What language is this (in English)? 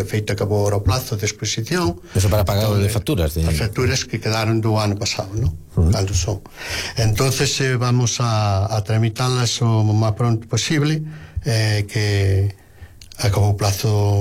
Galician